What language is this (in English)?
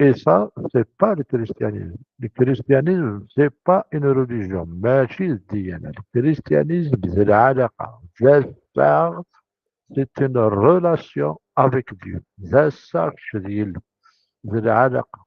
Kabyle